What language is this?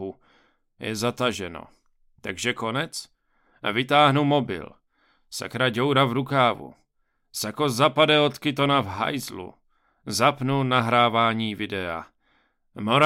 Czech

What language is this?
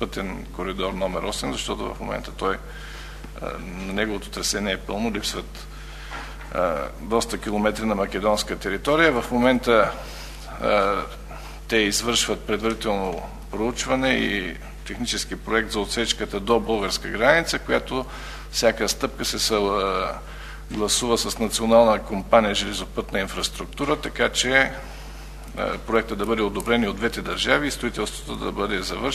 Bulgarian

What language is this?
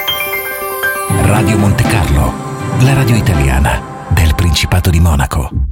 Italian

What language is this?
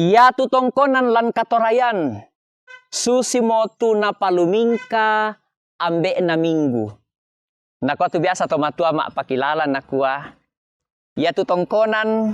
Toraja-Sa'dan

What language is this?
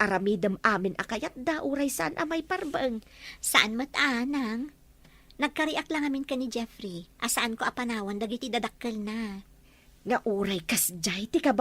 Iloko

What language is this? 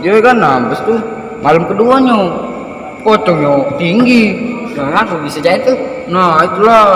Musi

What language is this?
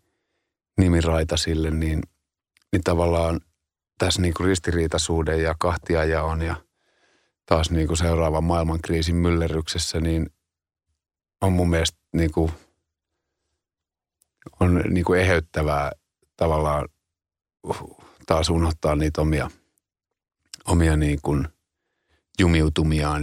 Finnish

